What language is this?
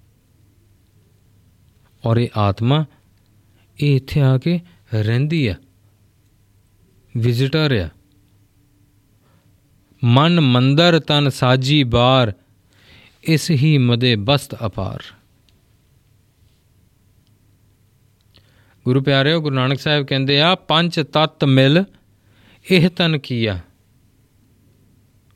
Punjabi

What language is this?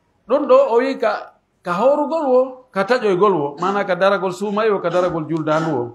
Pular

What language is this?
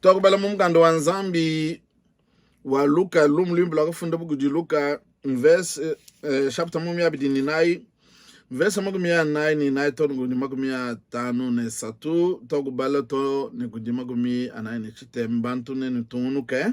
Luba-Lulua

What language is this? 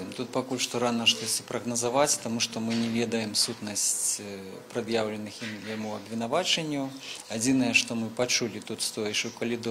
Belarusian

